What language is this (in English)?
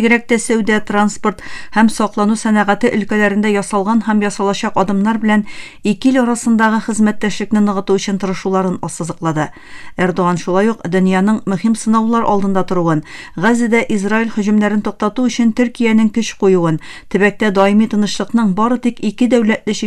Tatar